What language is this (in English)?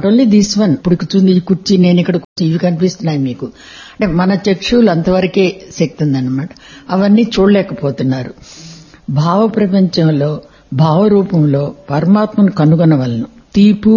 Telugu